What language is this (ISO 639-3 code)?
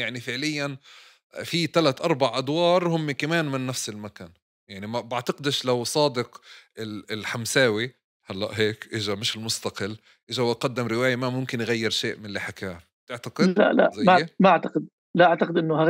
apc